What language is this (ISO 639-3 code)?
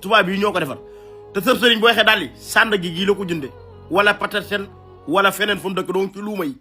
wol